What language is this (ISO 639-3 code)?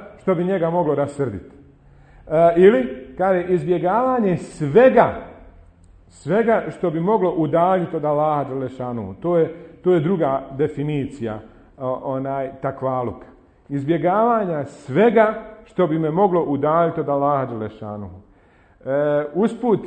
bos